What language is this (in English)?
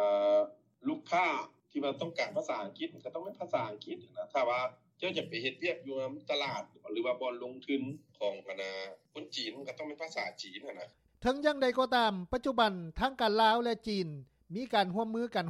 Lao